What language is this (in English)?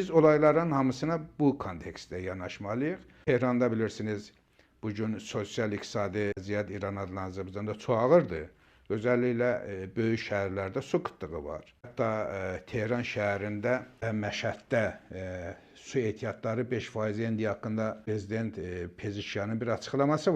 Azerbaijani